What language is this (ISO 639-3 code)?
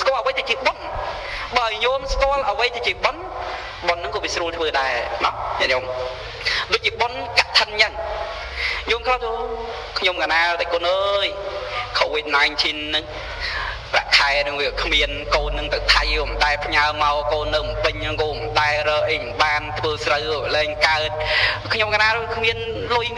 khm